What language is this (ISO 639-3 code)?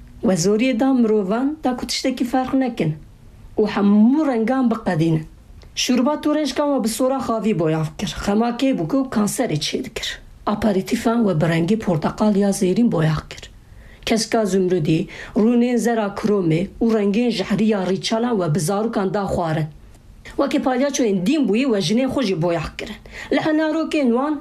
kur